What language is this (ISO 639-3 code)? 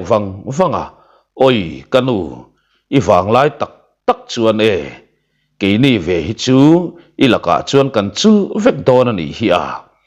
lus